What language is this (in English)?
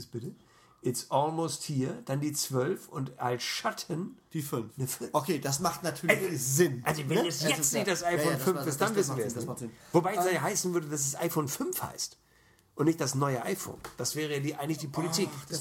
German